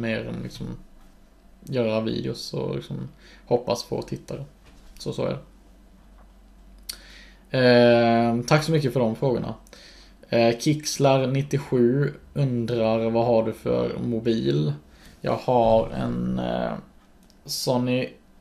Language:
Swedish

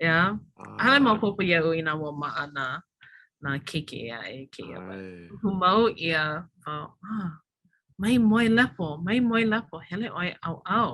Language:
Hawaiian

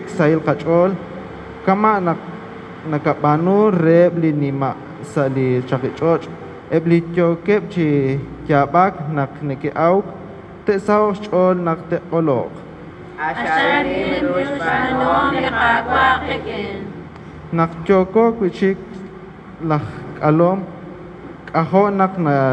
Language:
Kekchí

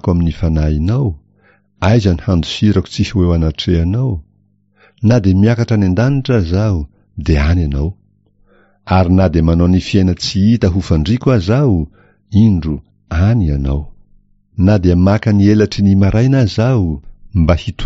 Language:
Malagasy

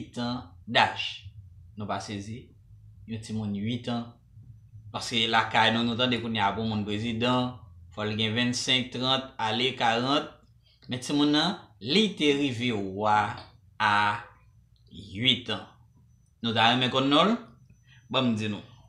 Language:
Haitian Creole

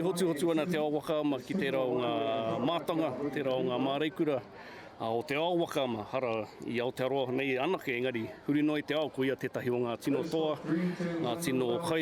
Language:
Māori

